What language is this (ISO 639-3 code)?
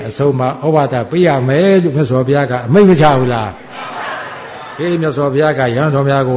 mya